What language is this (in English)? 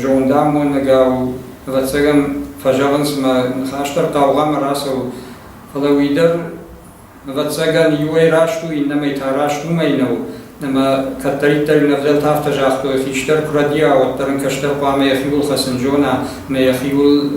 Ossetic